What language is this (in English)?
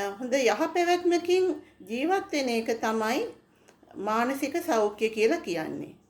Sinhala